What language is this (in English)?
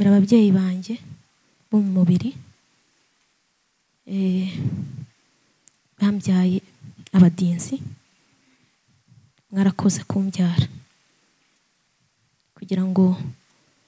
Kinyarwanda